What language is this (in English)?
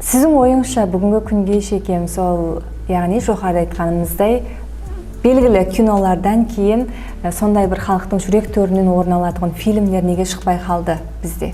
Kara-Kalpak